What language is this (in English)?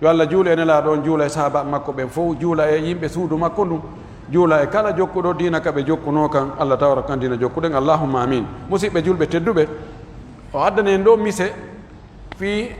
Pular